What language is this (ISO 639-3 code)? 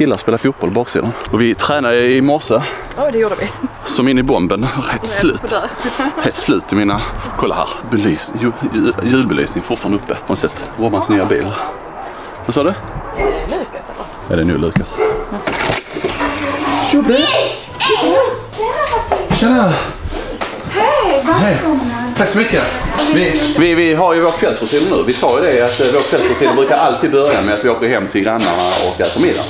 swe